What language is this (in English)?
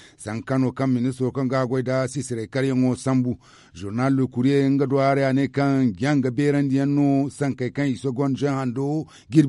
Zarma